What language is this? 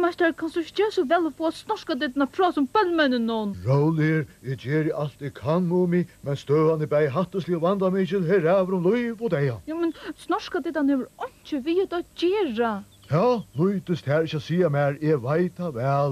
Faroese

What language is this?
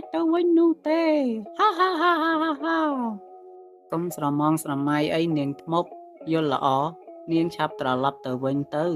Khmer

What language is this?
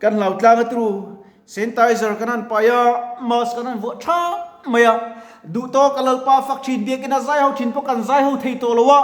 Mizo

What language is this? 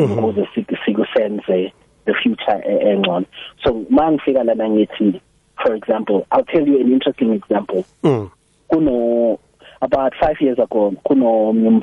South Ndebele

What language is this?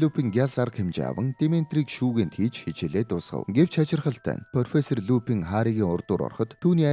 Mongolian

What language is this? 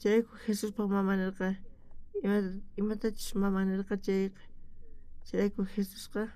South Bolivian Quechua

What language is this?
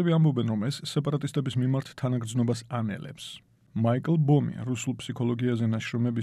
Georgian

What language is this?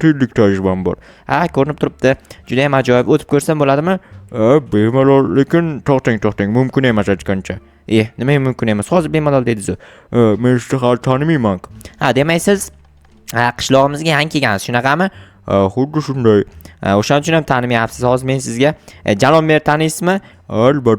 Uzbek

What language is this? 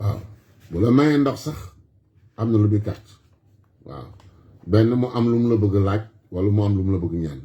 Wolof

